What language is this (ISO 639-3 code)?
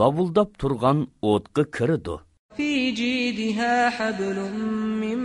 uig